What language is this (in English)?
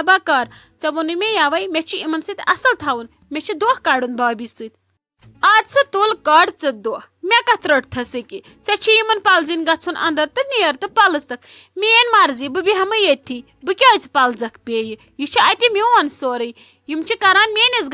Kashmiri